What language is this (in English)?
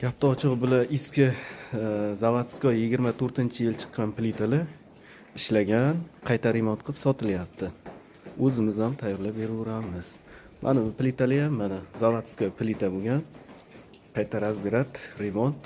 Uzbek